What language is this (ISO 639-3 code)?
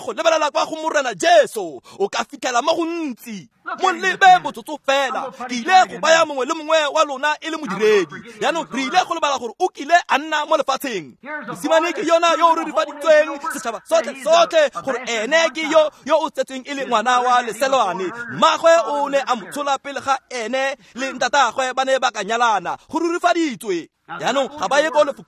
tsn